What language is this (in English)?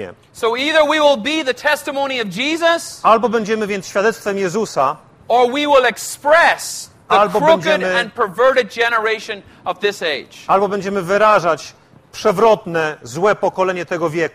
Polish